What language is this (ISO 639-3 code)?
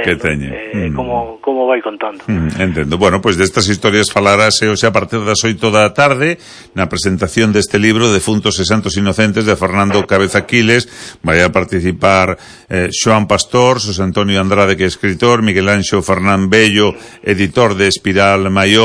glg